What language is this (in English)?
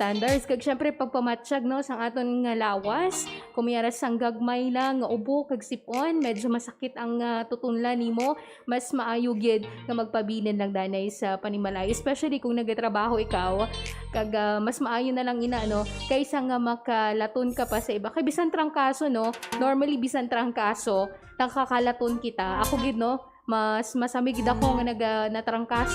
Hiligaynon